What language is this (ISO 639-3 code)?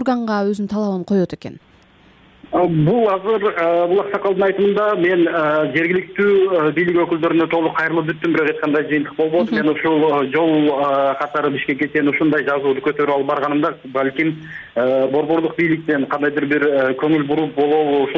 kir